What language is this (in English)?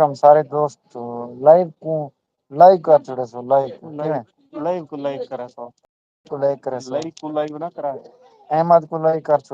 Saraiki